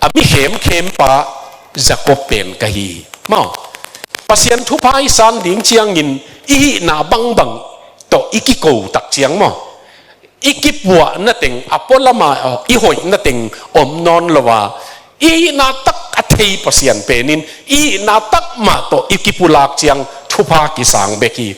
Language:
Tedim Chin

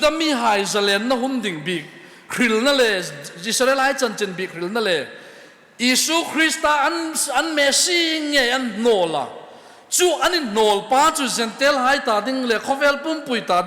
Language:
Hmar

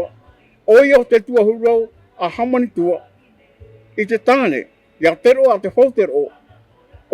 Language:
Tahitian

